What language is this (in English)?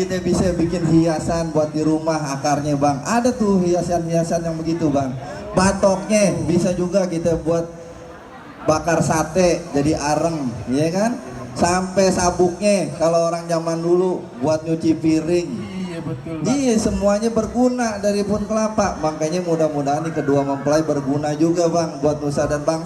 Betawi